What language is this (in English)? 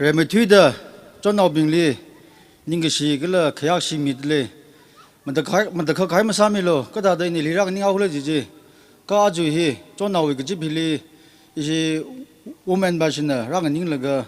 Tangkhul Naga (India)